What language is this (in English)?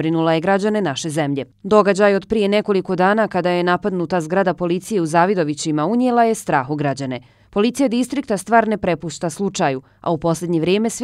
Bosnian